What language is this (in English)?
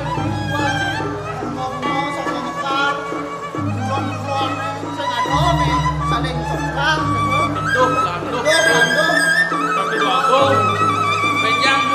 Balinese